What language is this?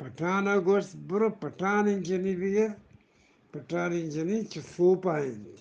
Eastern Balochi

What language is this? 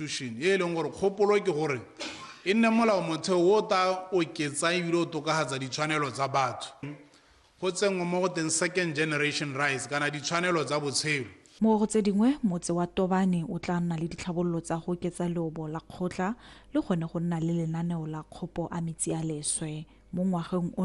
Tswana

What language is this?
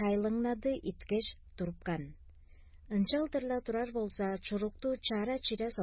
Tuvinian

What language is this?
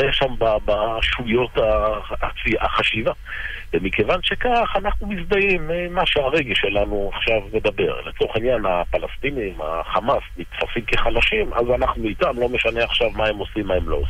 Hebrew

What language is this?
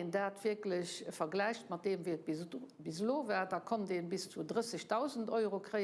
Luxembourgish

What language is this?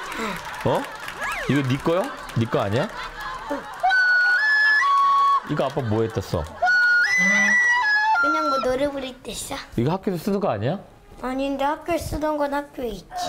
Korean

